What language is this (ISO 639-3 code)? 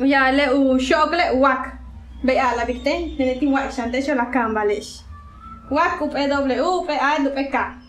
yua